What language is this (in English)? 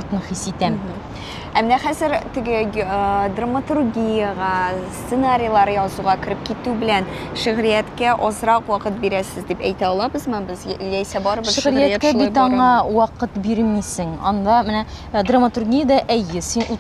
Tatar